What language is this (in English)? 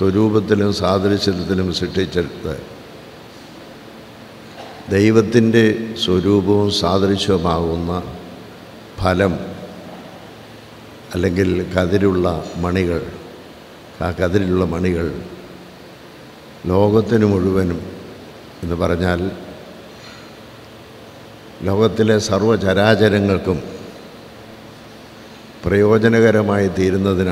Malayalam